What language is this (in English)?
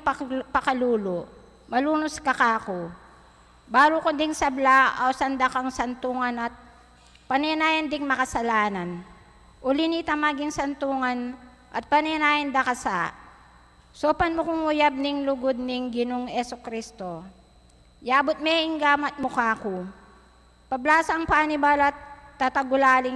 Pampanga